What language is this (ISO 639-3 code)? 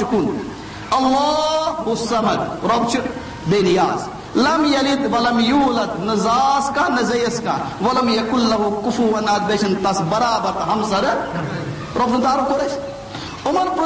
kas